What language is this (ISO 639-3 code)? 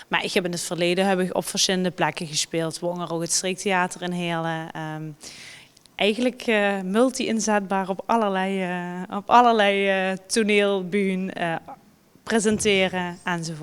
lim